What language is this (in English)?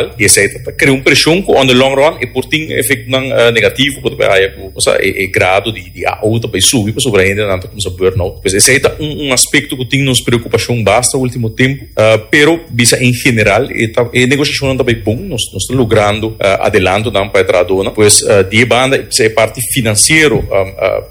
Papiamento